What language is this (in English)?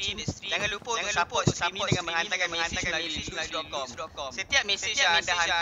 Malay